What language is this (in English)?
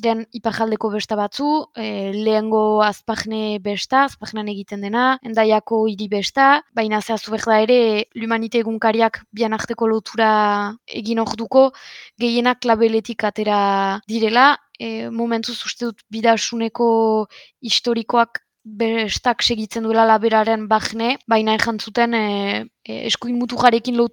Basque